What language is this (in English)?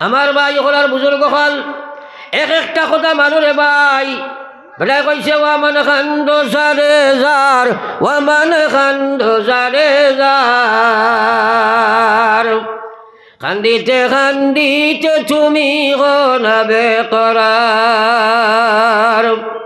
Sylheti